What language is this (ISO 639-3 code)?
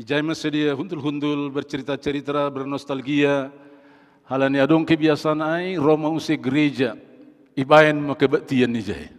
bts